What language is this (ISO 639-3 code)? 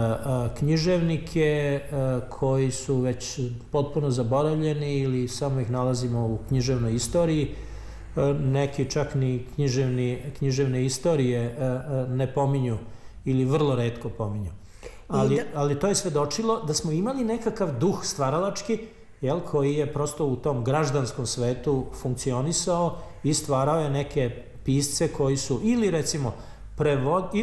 srp